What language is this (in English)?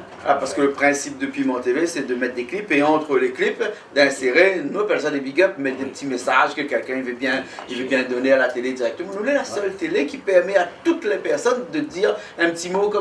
Réunion Creole French